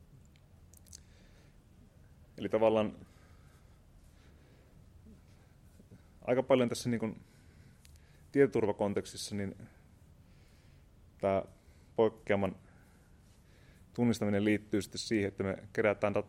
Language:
Finnish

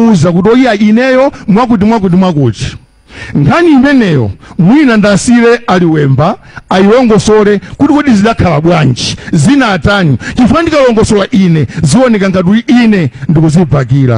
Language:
Nyanja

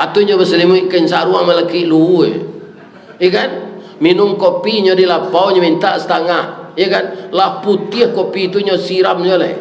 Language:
Minangkabau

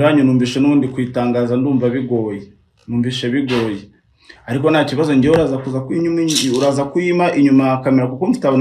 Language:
Kinyarwanda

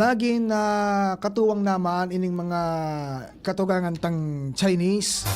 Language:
Bikol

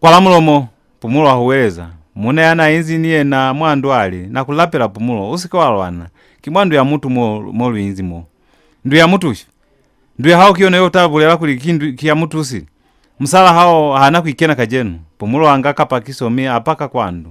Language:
Lozi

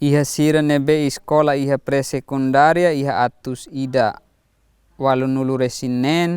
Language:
Tetum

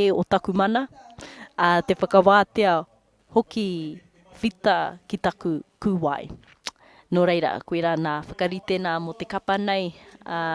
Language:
Māori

